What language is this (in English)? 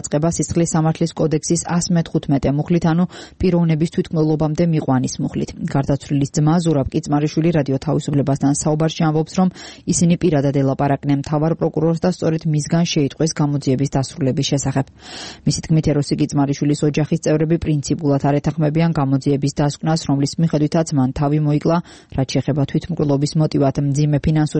Georgian